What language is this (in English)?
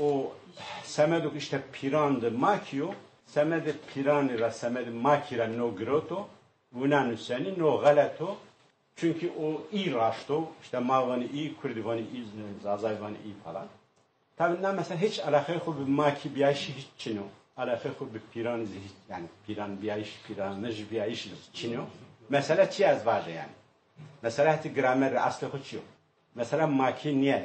Zaza